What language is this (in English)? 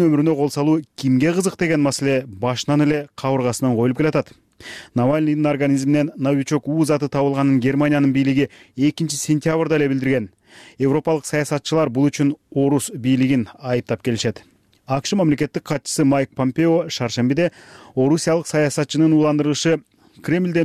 Kyrgyz